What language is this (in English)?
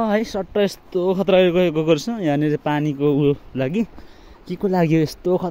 Nepali